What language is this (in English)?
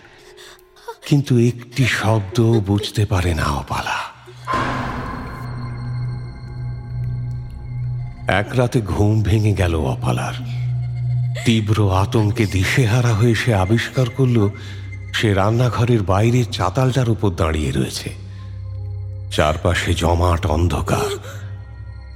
Bangla